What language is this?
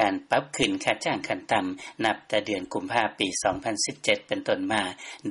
Lao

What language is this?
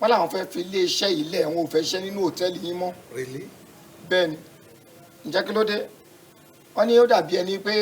Yoruba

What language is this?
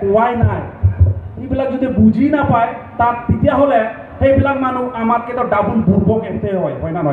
Santali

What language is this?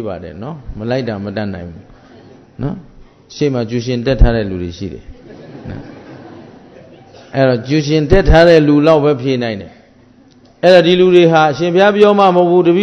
Burmese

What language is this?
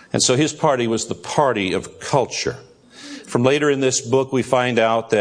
English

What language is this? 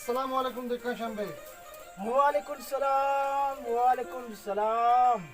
Baluchi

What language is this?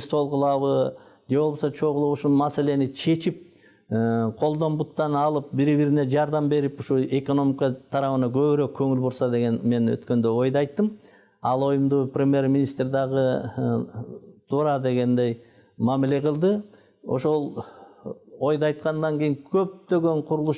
Kyrgyz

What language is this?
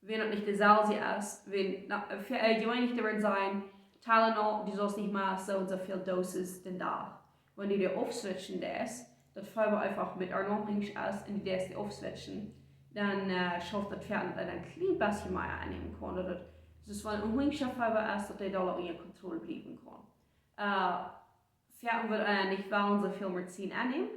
Plautdietsch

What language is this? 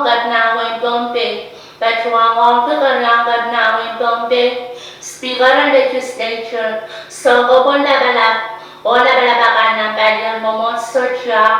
Pohnpeian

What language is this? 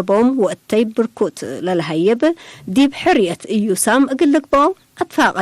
Tigre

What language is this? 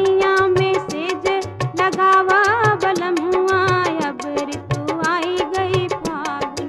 Bhojpuri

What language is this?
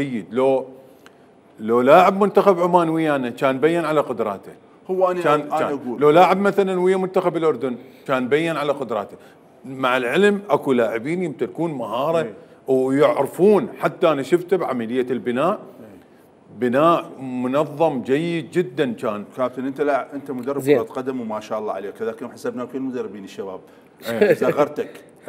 Mesopotamian Arabic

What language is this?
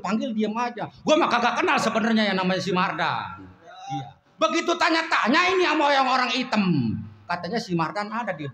Betawi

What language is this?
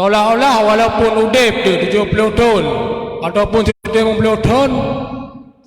Achinese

